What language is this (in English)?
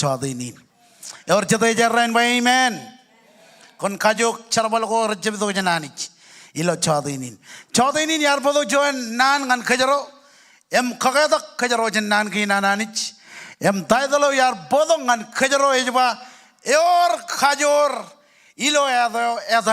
Marshallese